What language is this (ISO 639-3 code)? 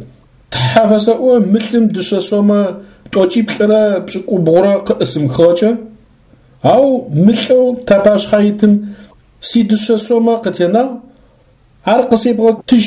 ady